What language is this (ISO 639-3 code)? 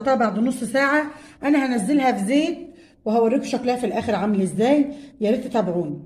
arz